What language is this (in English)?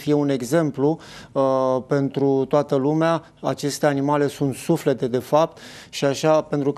Romanian